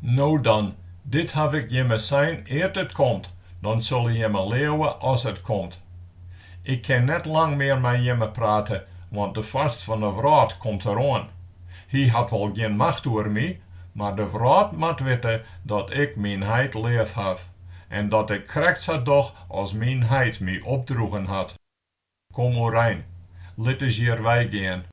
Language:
Western Frisian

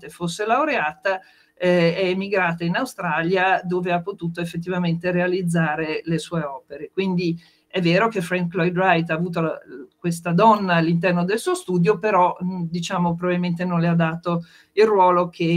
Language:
Italian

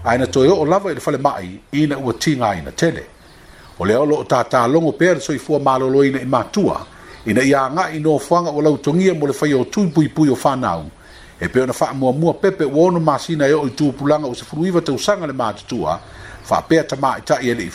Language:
Samoan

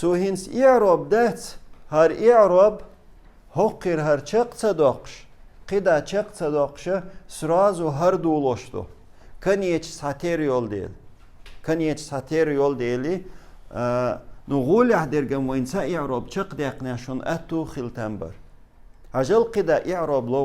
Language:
Chechen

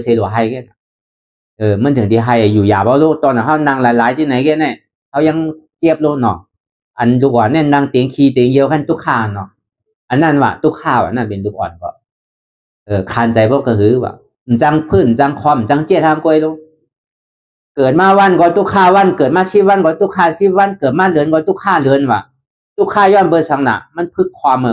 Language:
Shan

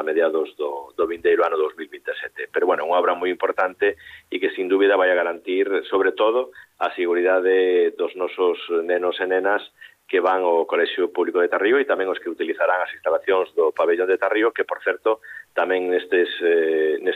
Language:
Galician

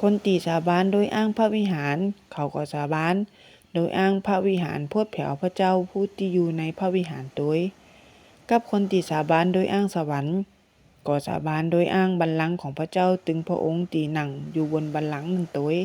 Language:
Northern Thai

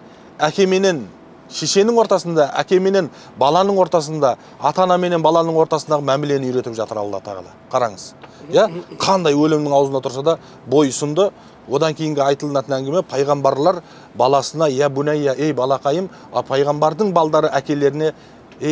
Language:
Kazakh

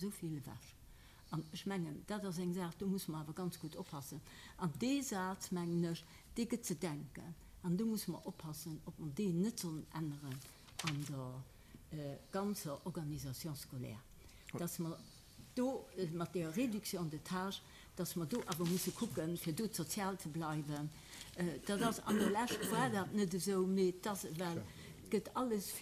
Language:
Luxembourgish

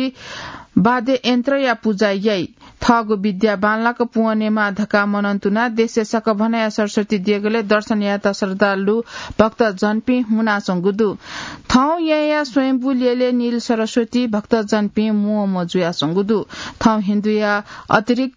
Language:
Newari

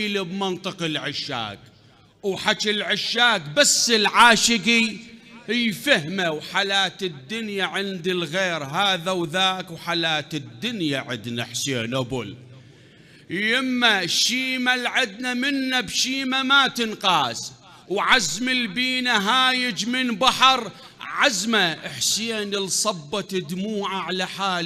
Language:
Mesopotamian Arabic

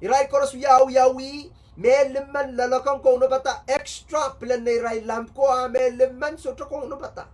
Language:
Pohnpeian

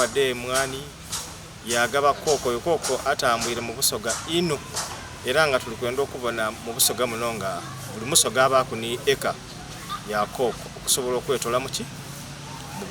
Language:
Soga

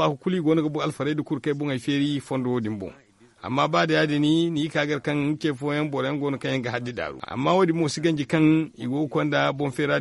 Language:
Zarma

